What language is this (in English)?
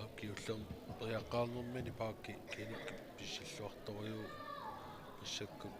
Kalaallisut